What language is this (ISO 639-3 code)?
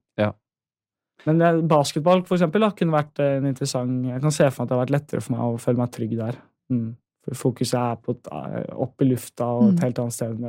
nor